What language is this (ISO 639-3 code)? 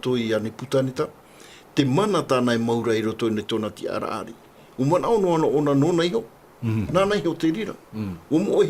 tah